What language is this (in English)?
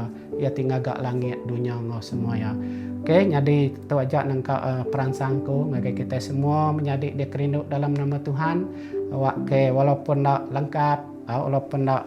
Iban